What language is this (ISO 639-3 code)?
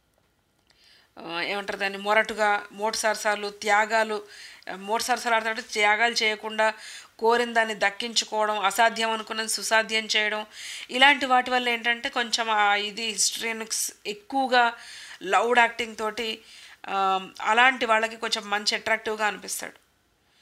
tel